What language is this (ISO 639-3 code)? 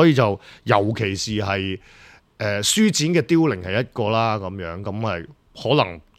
yue